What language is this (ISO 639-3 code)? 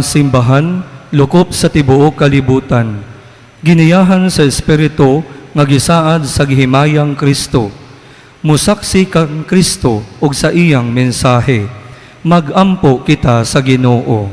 ceb